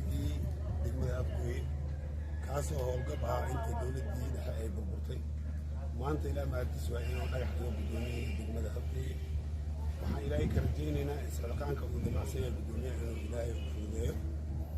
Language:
Somali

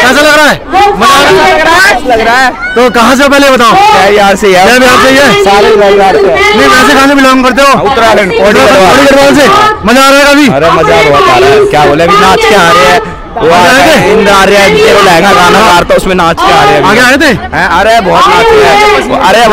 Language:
Hindi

